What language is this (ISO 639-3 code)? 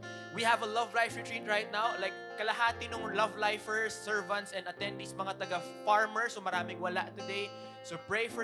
fil